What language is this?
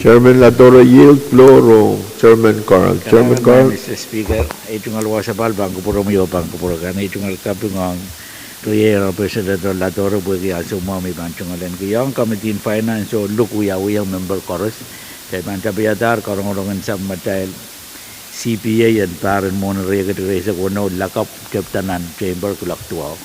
Pohnpeian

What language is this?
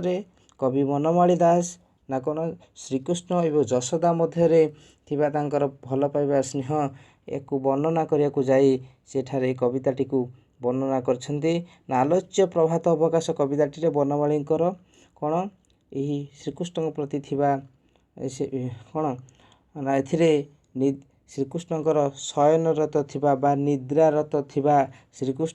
Odia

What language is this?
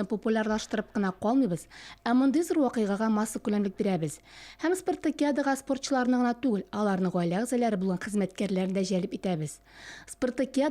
Tatar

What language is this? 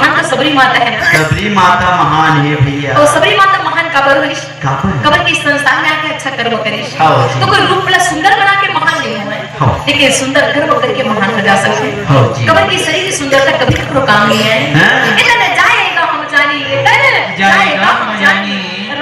Chhattisgarhi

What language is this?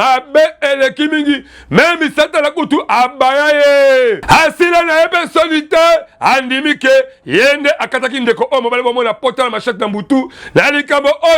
Lingala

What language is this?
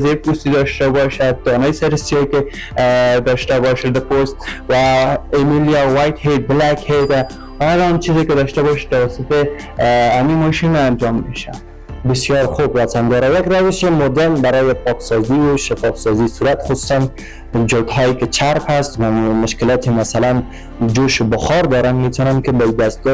Persian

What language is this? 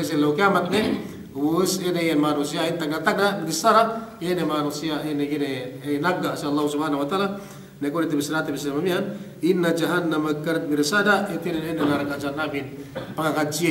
Yakan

